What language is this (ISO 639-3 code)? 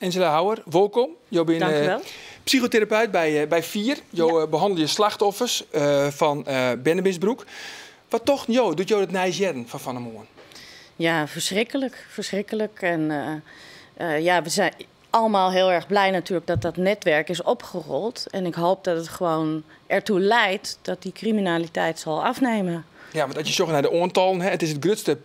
fry